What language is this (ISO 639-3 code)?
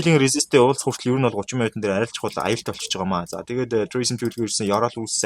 mon